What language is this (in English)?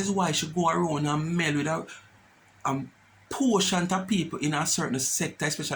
Jamaican Creole English